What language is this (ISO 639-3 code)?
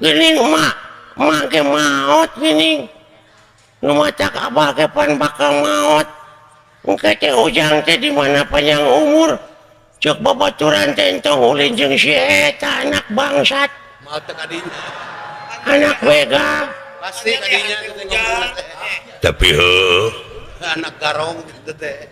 sun